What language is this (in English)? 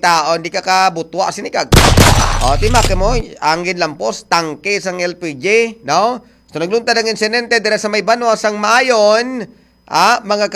Hiligaynon